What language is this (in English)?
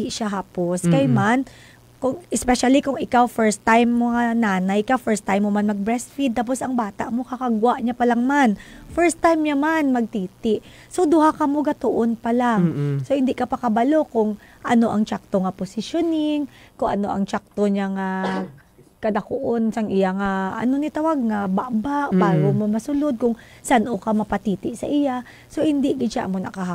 Hiligaynon